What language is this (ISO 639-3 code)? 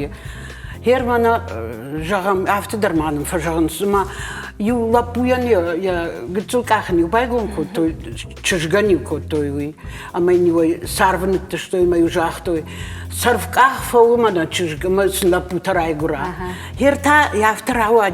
oss